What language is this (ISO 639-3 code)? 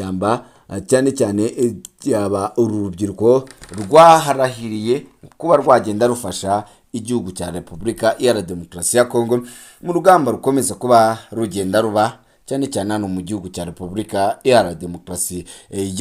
kin